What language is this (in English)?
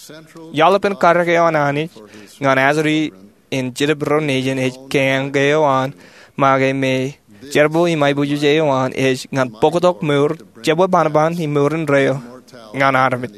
Marshallese